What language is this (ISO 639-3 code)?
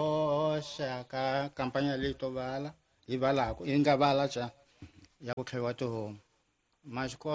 tso